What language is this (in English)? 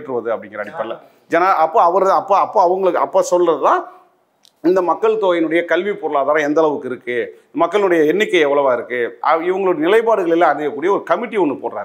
Tamil